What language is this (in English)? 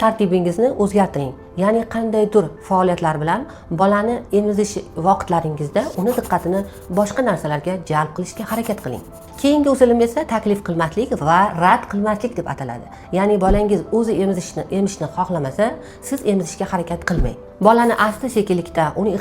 Uzbek